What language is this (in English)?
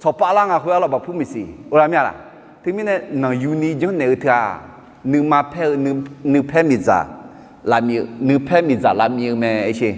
Akha